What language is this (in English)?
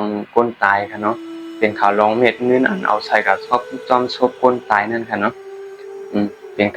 Shan